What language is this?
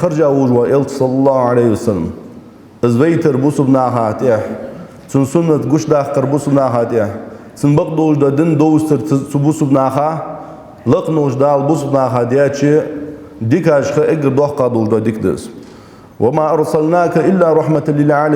Ingush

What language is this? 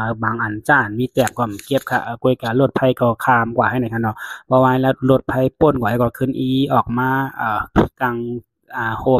Shan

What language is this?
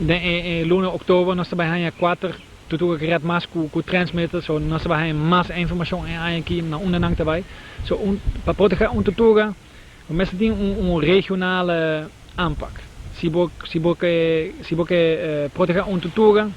Papiamento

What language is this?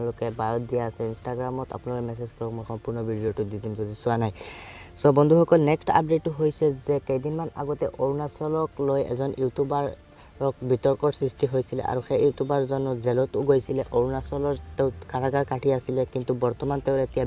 Assamese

